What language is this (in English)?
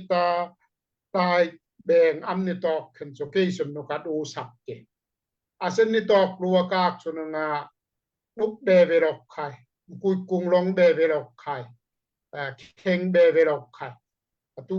Daai Chin